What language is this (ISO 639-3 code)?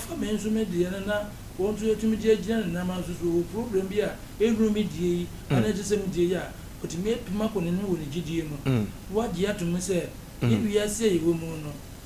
aka